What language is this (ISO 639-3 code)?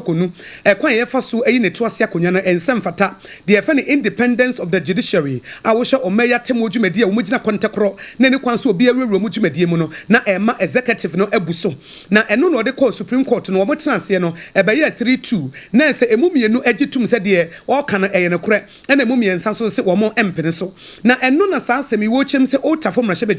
aka